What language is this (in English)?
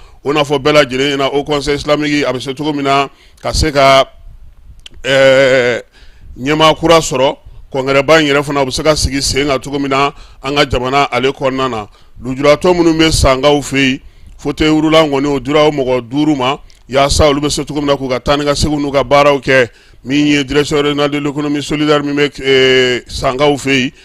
Bambara